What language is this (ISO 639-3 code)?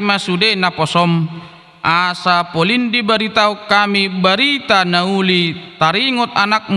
bbc